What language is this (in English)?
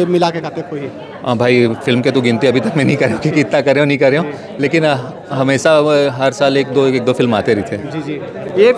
Chhattisgarhi